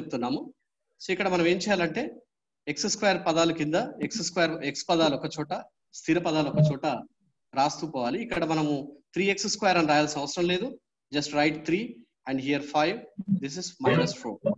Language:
Telugu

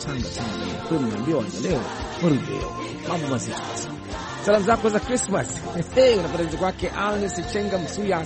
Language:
Swahili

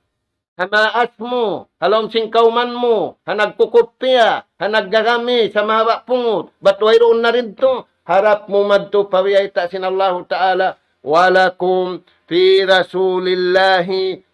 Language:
Tausug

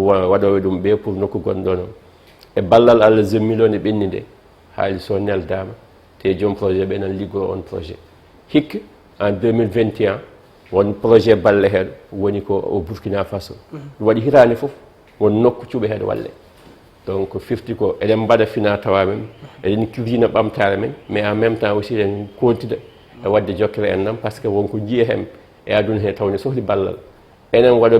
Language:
Fula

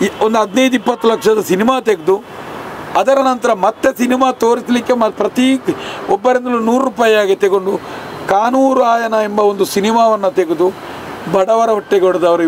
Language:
Kannada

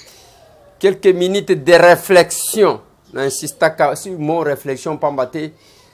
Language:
Lingala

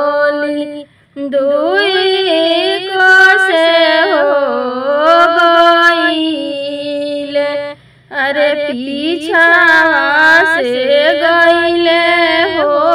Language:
Bhojpuri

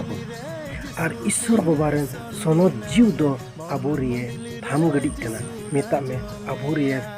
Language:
Santali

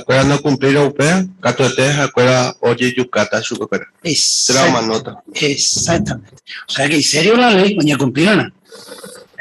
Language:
Guarani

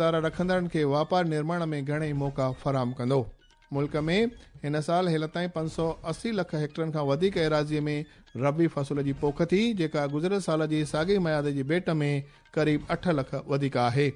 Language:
Sindhi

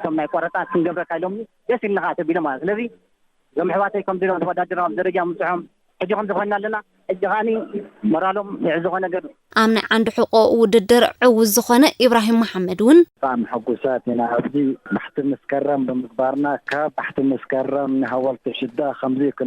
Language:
Tigrinya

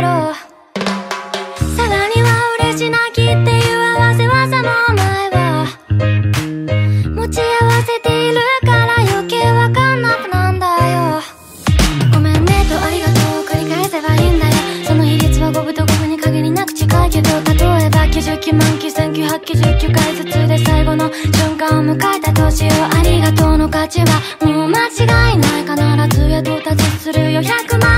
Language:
Japanese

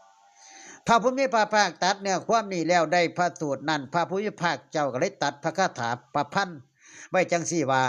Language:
Northeastern Thai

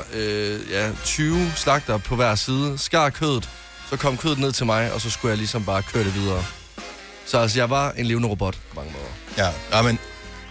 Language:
Danish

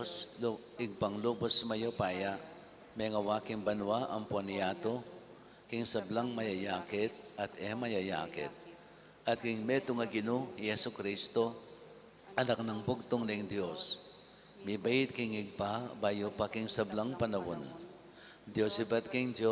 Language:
Pampanga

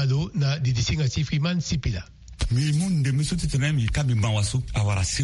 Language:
Sango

